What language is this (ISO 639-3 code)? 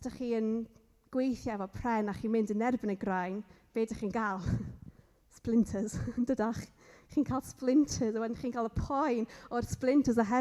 cym